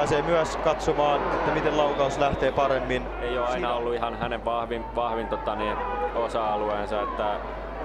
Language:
Finnish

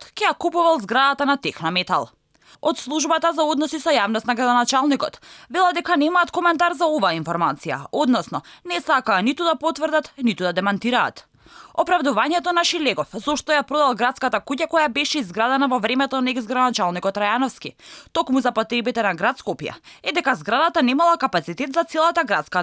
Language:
Macedonian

